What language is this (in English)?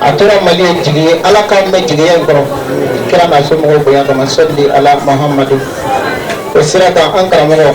Bambara